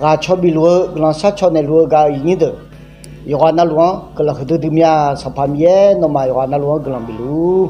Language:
Akha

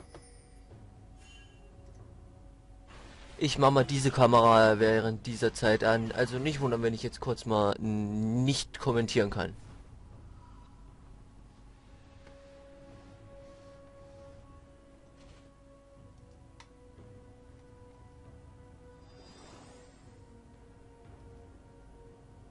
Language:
German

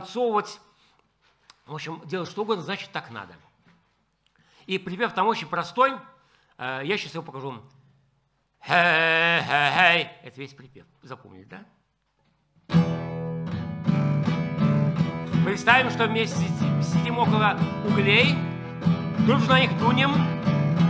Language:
Russian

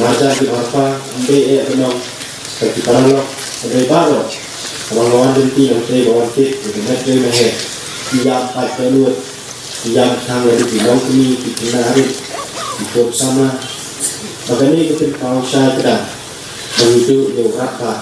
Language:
Khasi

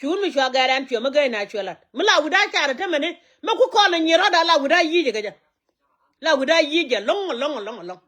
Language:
Nuer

